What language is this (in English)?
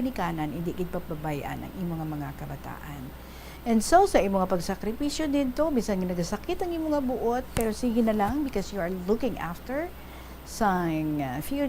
Hiligaynon